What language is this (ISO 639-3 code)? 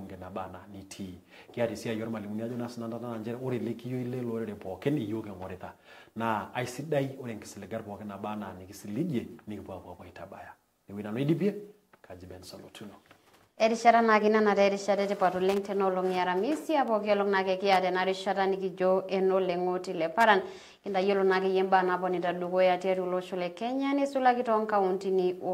mas